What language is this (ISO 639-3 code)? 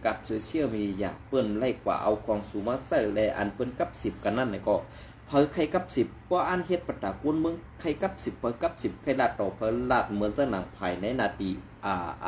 shn